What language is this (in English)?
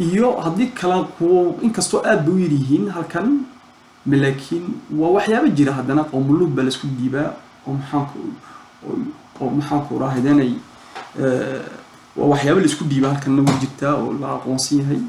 Somali